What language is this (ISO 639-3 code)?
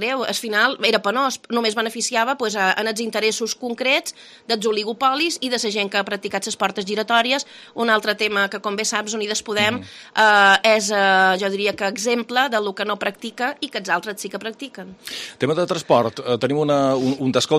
cat